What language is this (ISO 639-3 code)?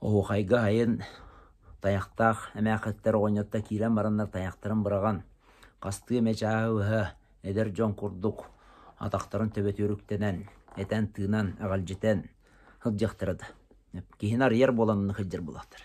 sah